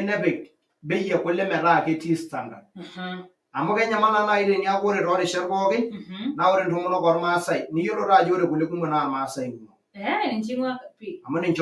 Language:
Masai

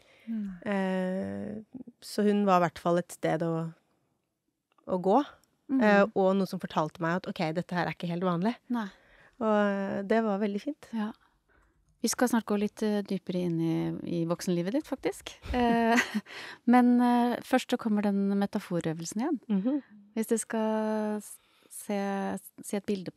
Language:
Norwegian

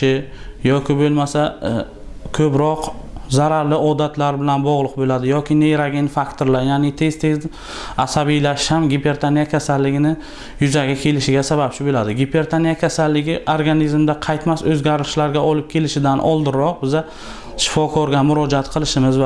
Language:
Uzbek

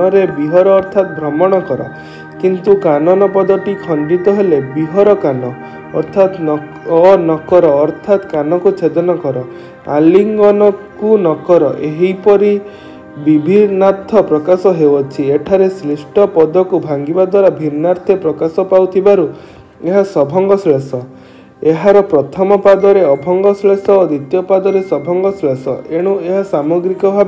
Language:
Odia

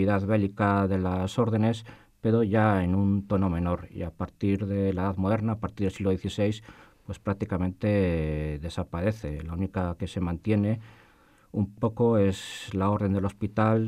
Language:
Spanish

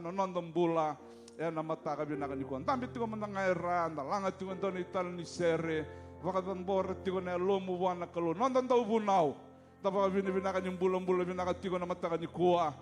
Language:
Fijian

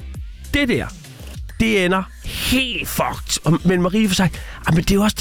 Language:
Danish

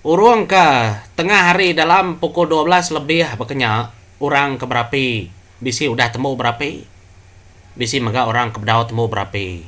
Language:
Iban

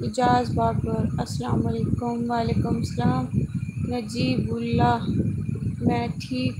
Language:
Saraiki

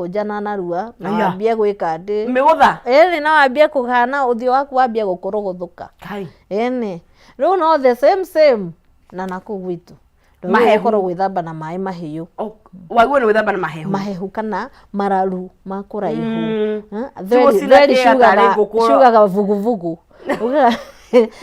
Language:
Kikuyu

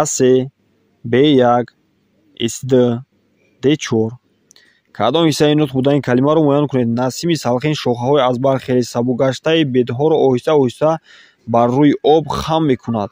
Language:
Tajik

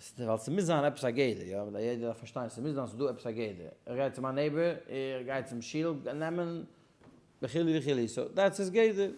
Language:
Yiddish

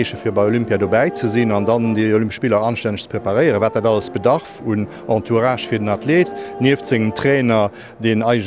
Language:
Luxembourgish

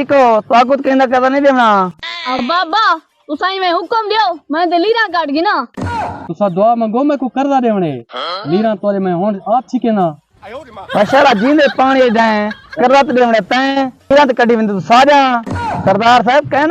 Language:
Saraiki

